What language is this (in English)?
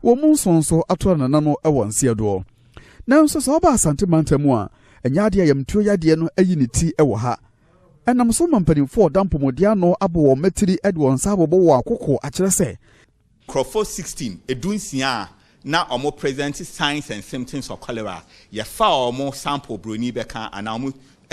Akan